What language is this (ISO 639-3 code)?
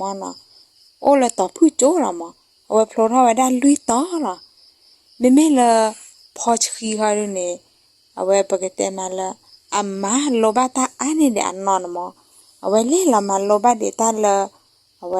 ksw